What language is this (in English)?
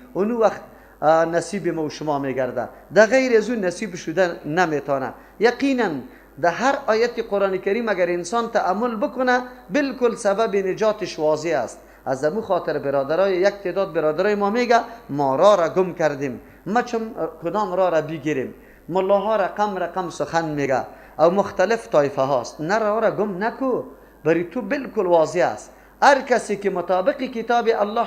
Persian